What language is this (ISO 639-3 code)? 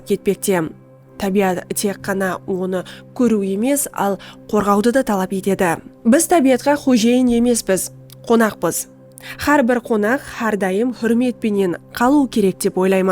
kaa